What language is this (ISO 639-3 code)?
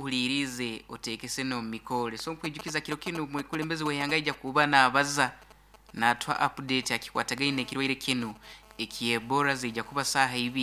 nyo